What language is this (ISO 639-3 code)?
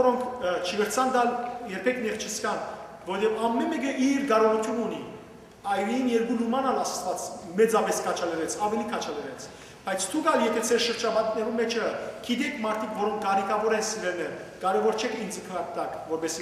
hyw